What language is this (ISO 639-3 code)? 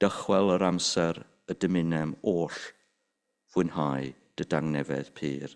cym